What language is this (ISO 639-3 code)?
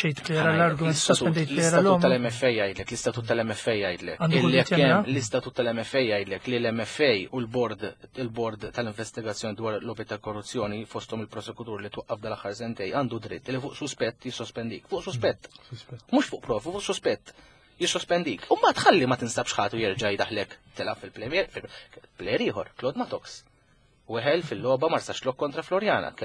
mlt